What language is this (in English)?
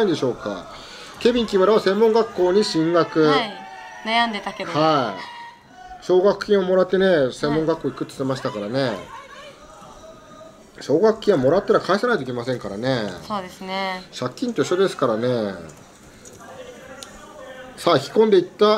Japanese